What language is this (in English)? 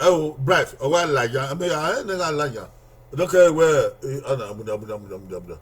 Bini